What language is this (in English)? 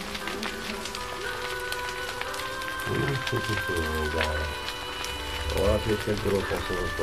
Russian